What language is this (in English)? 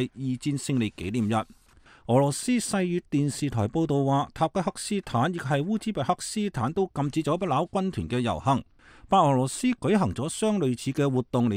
Cantonese